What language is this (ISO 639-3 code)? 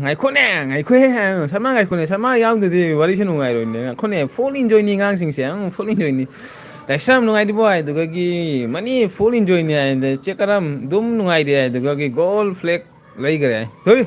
mni